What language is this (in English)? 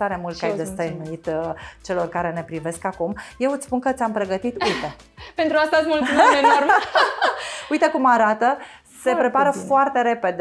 Romanian